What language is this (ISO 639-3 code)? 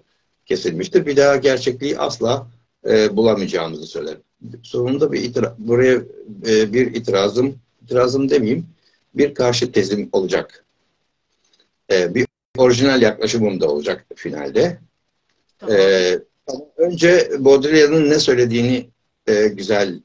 tur